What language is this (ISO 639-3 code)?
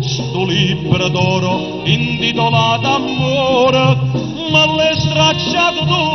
nap